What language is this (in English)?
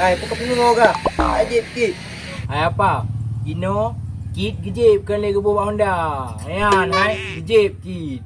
Achinese